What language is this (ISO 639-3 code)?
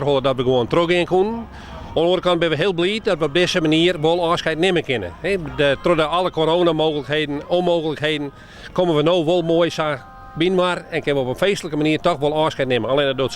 fry